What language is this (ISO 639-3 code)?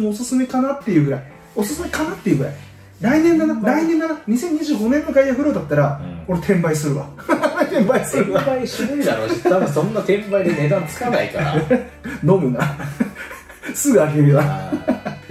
jpn